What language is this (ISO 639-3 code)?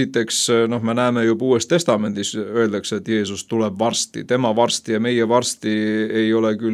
est